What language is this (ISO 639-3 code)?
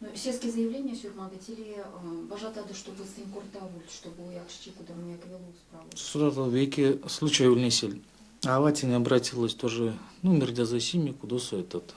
myv